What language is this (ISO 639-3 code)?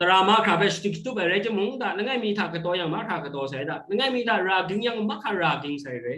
kac